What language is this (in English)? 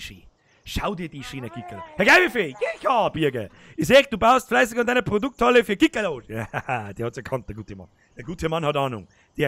Bavarian